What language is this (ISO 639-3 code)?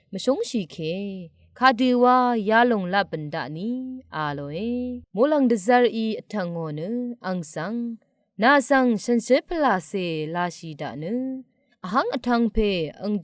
raw